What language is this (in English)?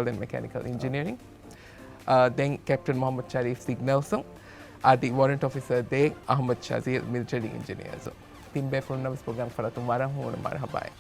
Divehi